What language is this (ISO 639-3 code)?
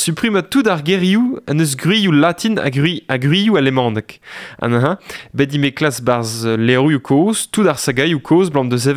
bre